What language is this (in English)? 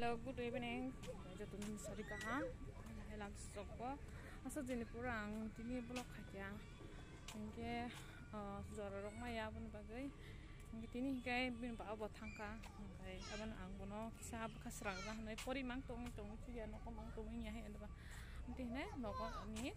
Kok Borok